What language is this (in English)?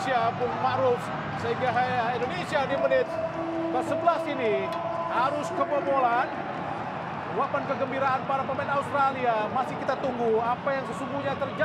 Indonesian